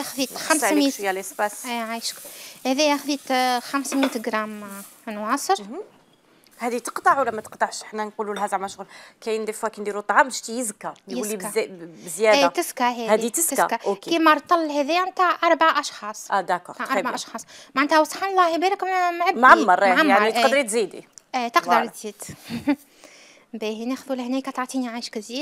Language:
Algerian Arabic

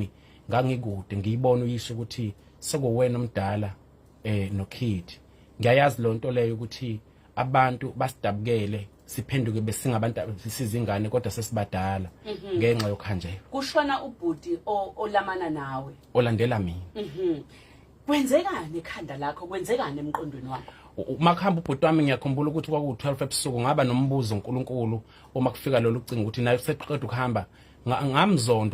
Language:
Zulu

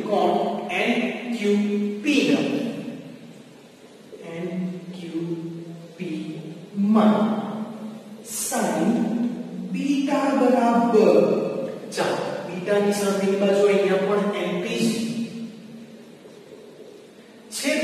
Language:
Gujarati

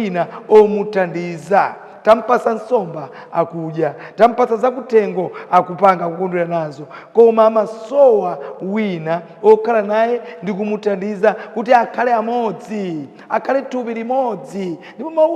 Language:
Nyanja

